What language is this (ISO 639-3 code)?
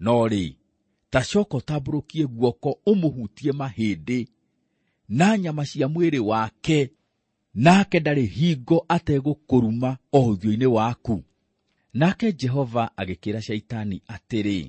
kik